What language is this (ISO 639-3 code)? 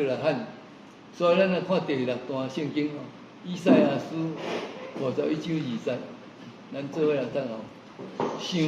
nan